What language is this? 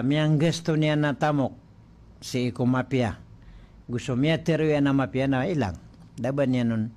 Maranao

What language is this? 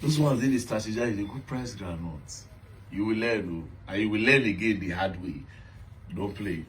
Nigerian Pidgin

